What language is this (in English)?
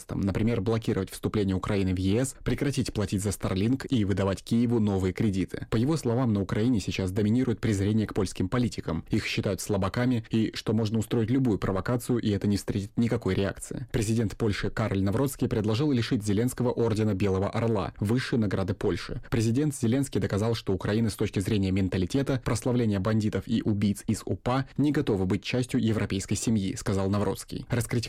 Russian